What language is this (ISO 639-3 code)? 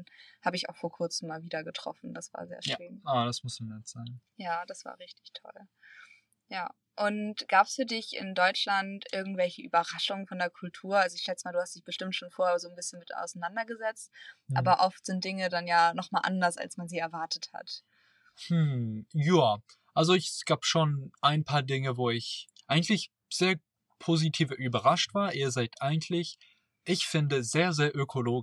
deu